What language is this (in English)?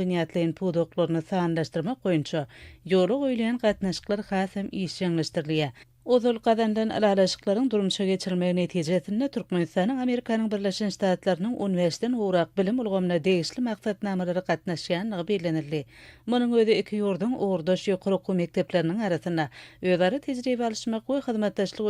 Turkmen